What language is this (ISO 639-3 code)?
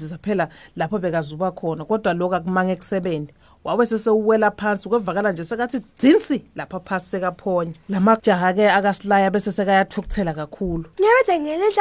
ssw